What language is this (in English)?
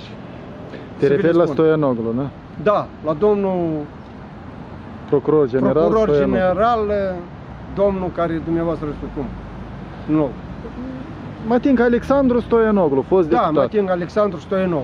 Romanian